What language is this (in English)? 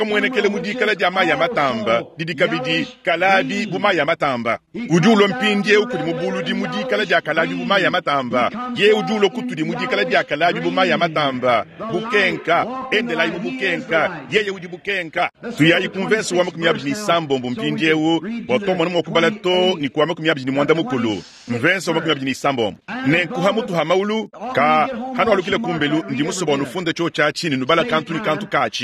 Luba-Lulua